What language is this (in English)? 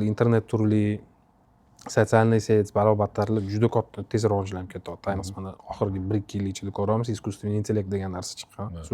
Uzbek